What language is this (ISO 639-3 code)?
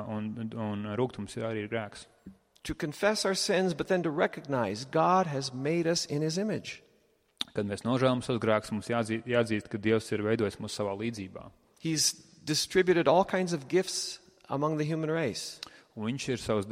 lav